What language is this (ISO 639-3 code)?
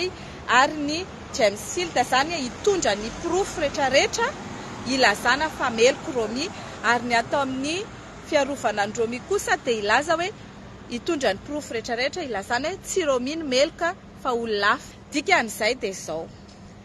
mlg